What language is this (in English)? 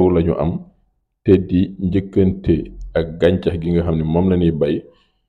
Wolof